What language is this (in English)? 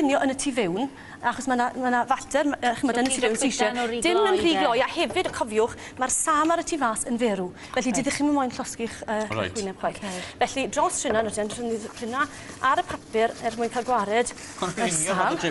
Welsh